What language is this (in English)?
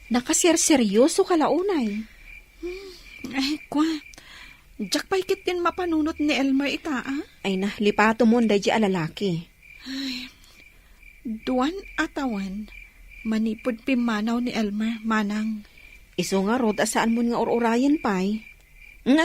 Iloko